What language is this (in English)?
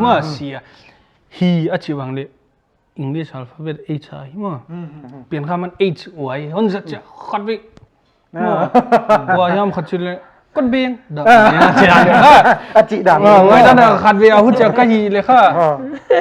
Paite Chin